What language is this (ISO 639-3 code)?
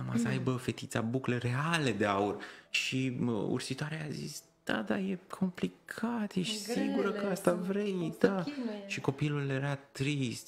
ron